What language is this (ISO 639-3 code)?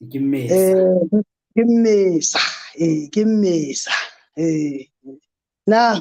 sot